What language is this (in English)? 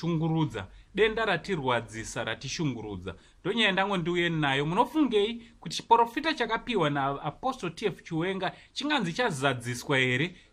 Shona